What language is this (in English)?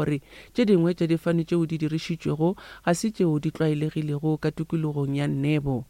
Northern Sotho